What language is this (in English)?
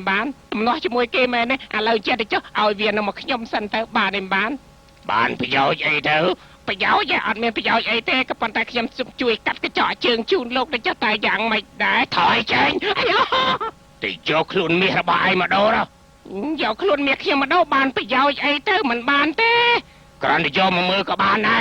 Khmer